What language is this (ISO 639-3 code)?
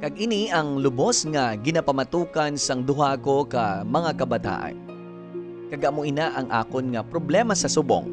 hil